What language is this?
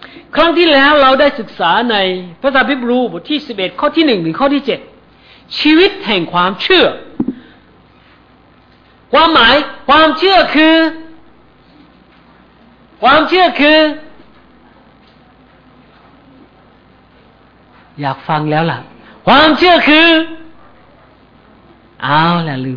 Thai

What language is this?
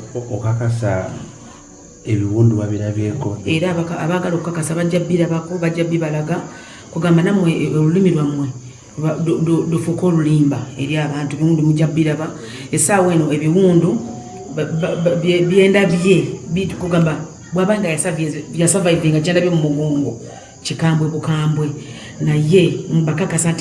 Ganda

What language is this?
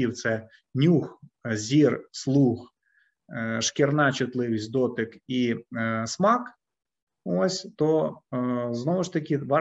Ukrainian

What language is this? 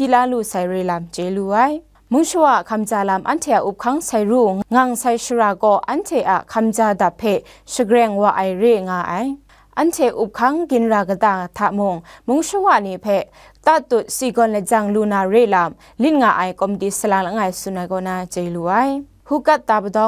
Kachin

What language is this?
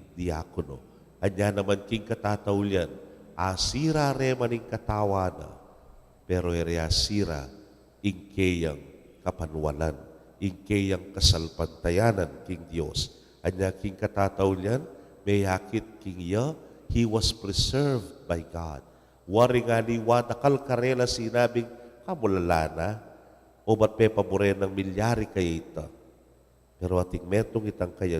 Pampanga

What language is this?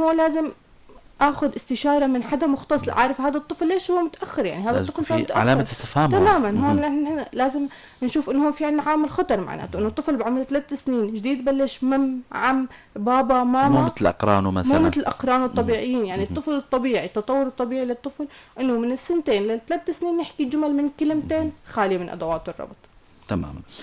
North Levantine Arabic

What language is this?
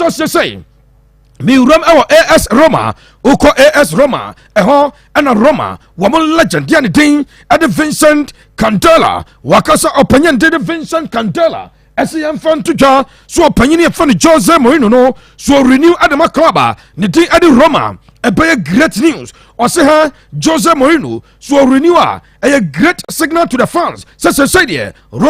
Akan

